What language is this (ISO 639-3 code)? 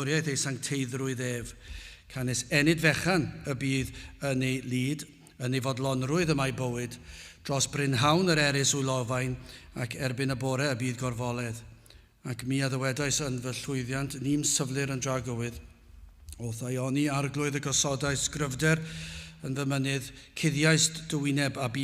cym